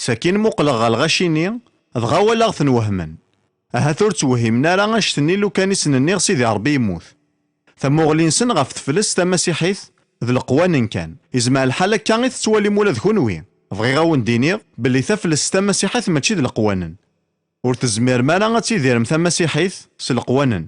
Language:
Kabyle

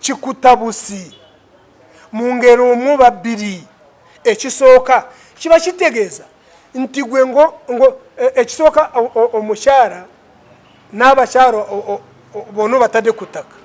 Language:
Ganda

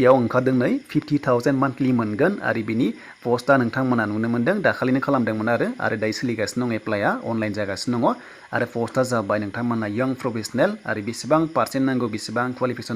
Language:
Bodo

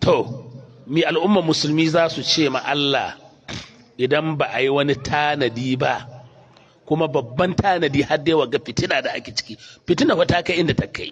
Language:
Hausa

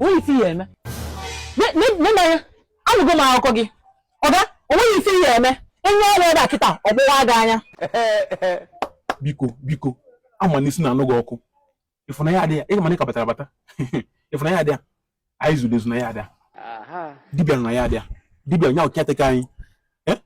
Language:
Igbo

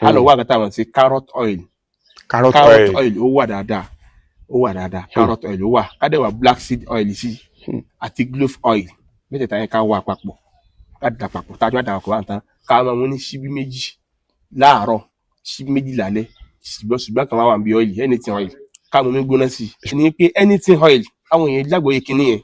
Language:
Yoruba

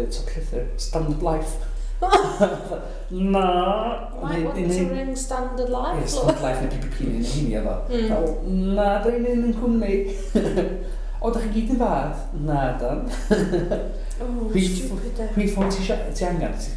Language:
Welsh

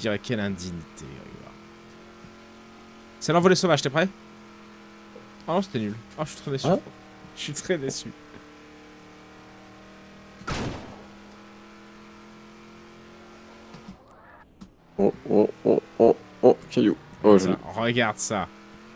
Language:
French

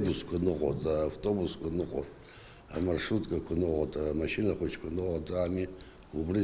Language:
Abkhazian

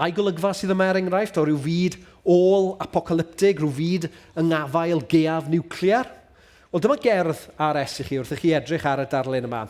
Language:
Welsh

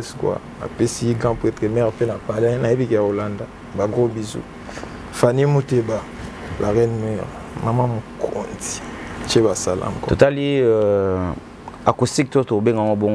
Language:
Lingala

